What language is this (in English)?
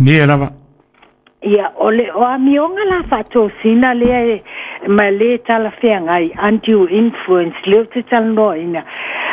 Samoan